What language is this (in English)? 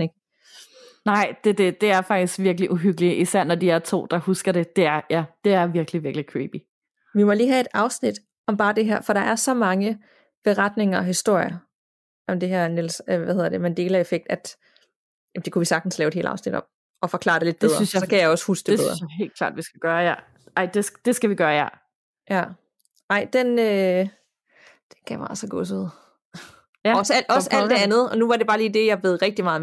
Danish